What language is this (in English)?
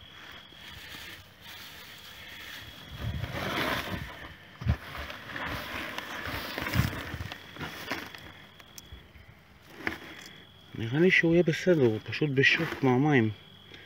Hebrew